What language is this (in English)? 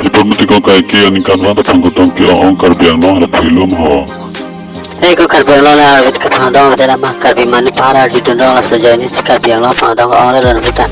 Karbi